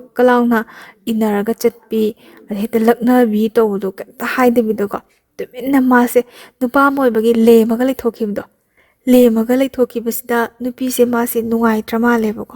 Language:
Manipuri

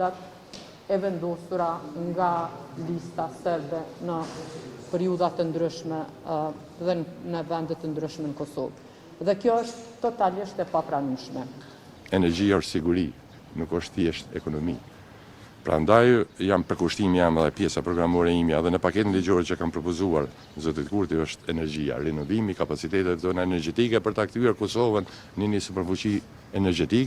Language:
Albanian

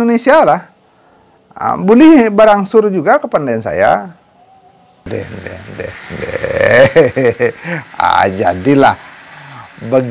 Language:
Minangkabau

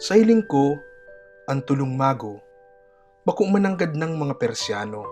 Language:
Bikol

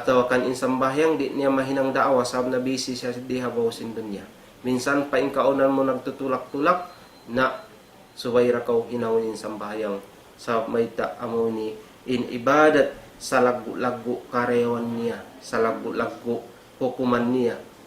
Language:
Tausug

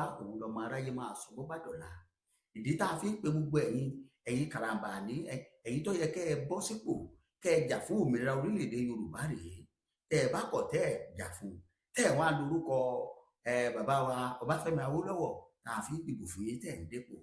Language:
Yoruba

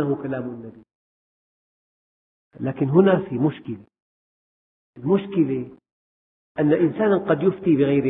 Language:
Arabic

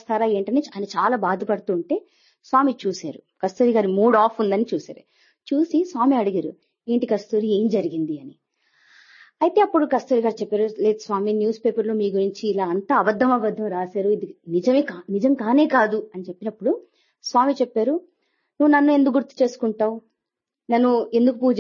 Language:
Telugu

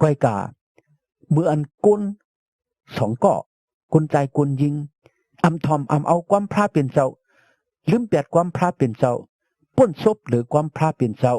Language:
Shan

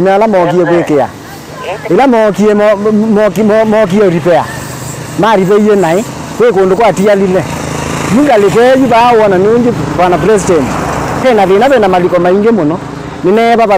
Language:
Kamba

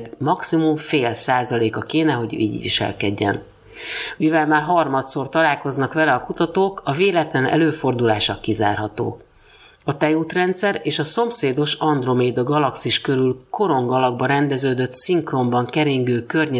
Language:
Hungarian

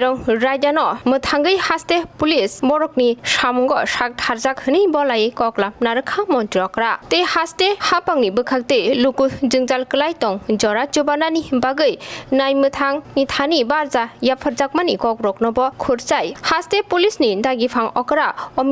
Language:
Kok Borok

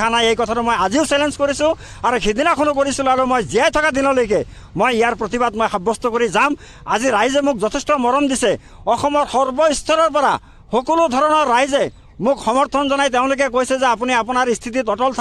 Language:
Assamese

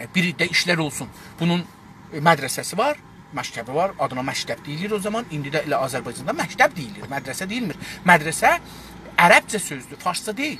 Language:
South Azerbaijani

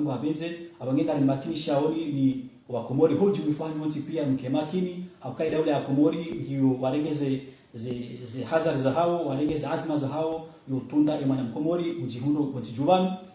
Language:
Ngazidja Comorian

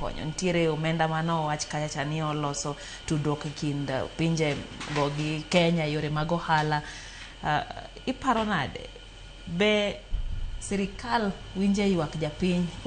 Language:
Luo (Kenya and Tanzania)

